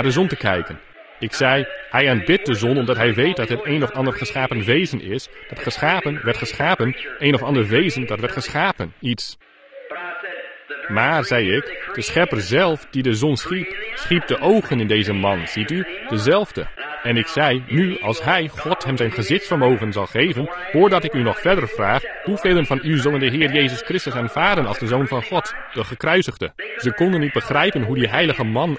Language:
Dutch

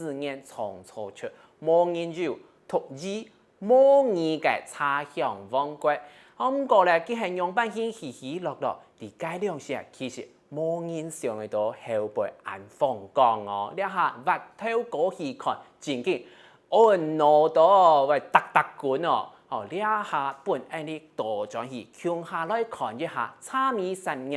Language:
Hakka Chinese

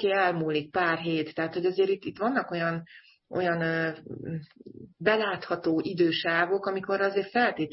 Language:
Hungarian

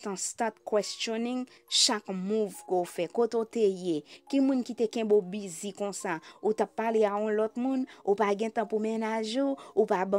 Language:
Haitian Creole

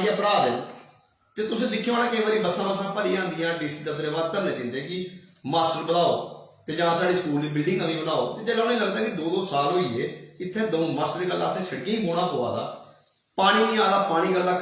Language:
Dogri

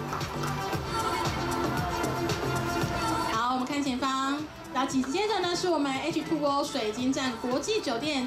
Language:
Chinese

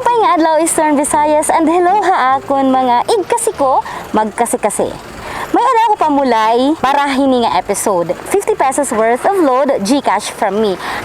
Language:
Waray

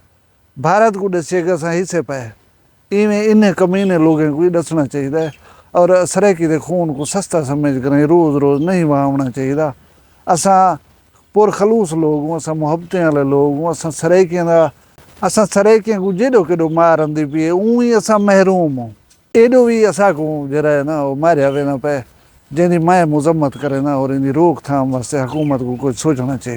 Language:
Saraiki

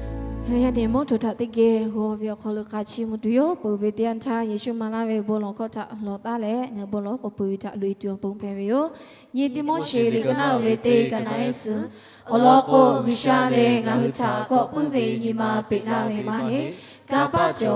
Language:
Lahu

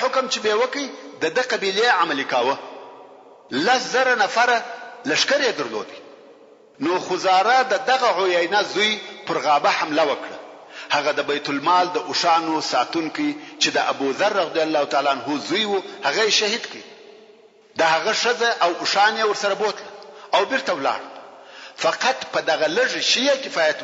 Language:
Pashto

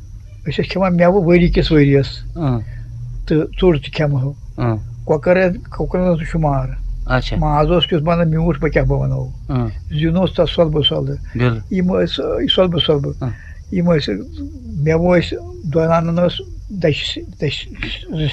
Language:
Kashmiri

